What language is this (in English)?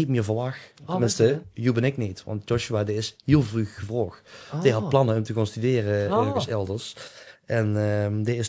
Limburgish